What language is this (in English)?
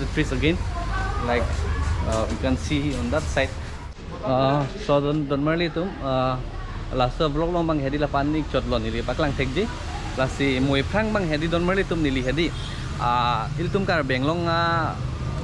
Karbi